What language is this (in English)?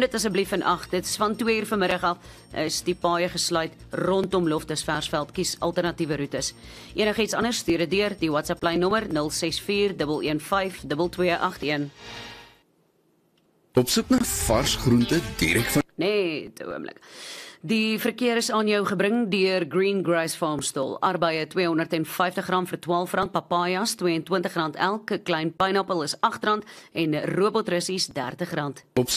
Afrikaans